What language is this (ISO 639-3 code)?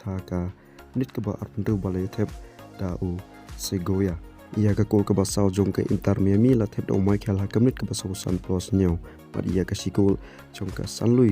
kha